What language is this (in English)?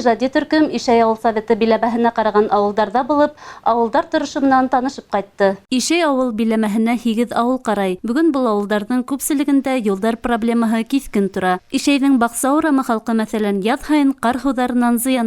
Bashkir